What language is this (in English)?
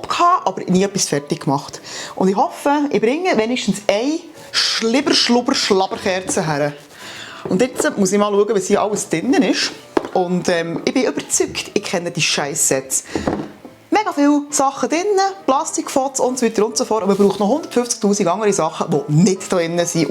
Swiss German